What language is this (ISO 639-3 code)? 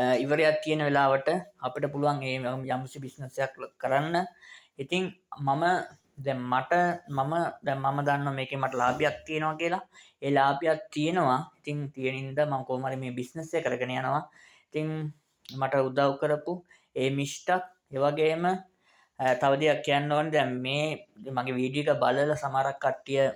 sin